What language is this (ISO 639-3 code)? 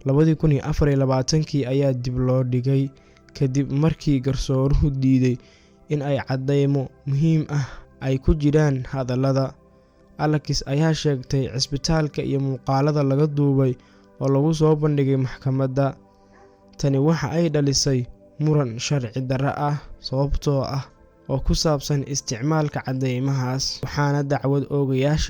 som